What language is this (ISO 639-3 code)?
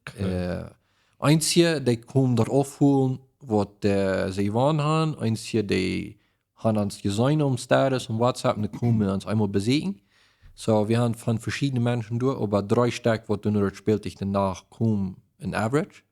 pdt